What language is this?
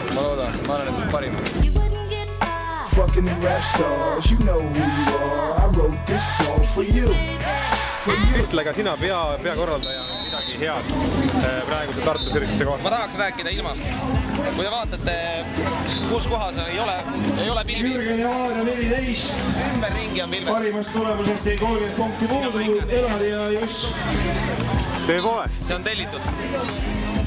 Estonian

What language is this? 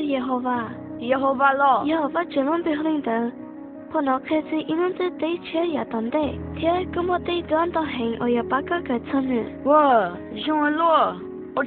Hmong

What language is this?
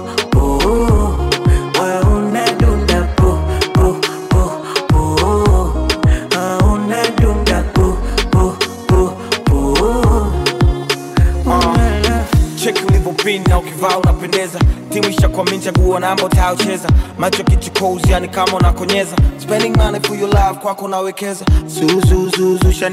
Swahili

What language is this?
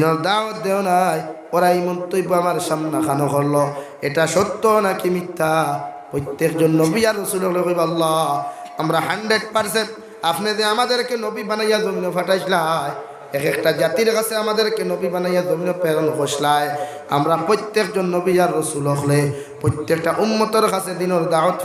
Sylheti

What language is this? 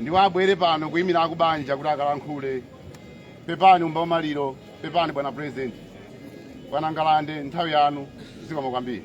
Nyanja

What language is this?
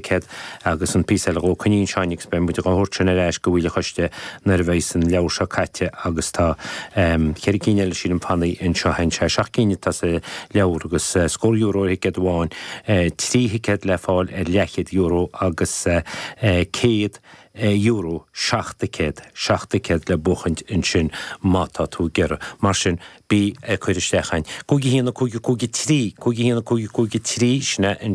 Irish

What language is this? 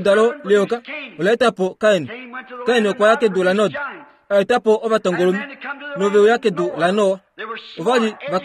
Kuanyama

